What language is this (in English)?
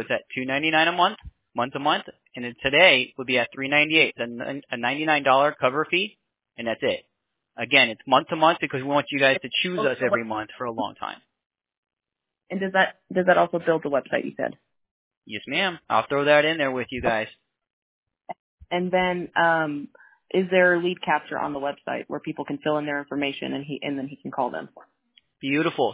English